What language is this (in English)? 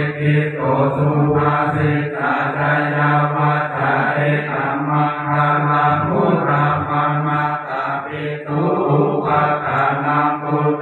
Pali